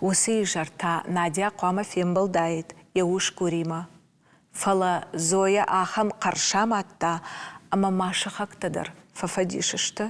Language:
Ossetic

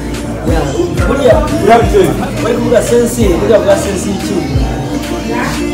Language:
Kinyarwanda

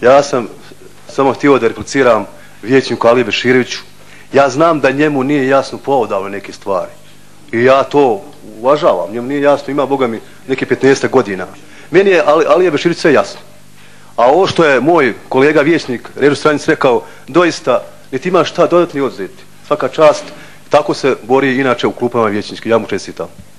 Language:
Bosnian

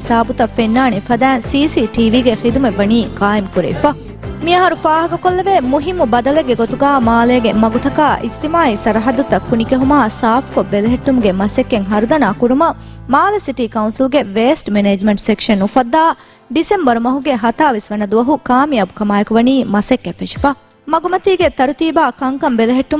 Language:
Divehi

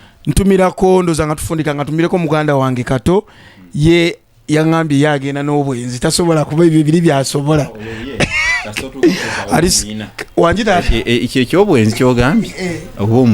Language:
Ganda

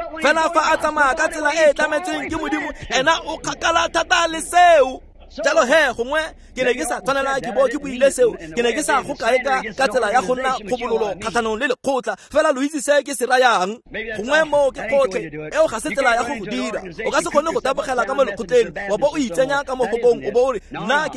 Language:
Tswana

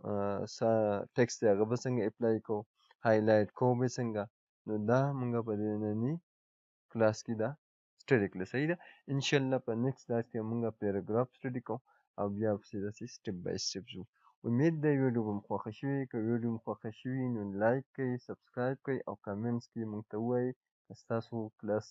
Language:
Pashto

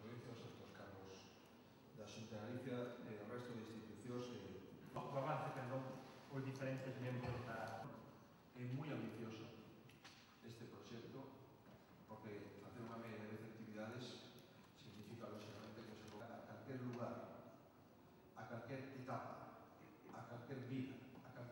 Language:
Galician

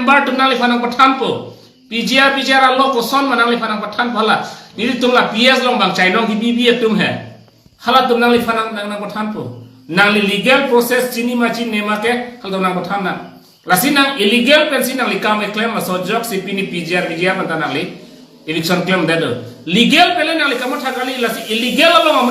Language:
Karbi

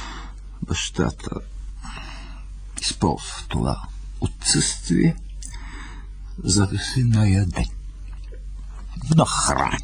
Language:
Bulgarian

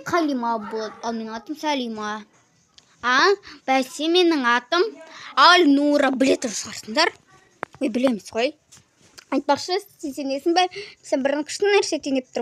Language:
Kazakh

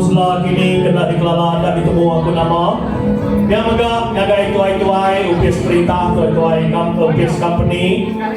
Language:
Iban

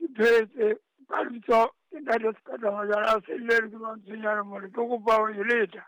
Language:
Southern Sotho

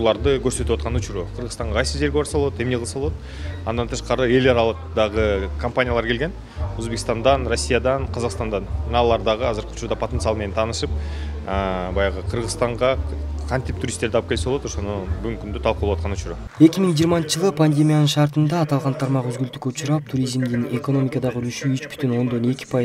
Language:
Kyrgyz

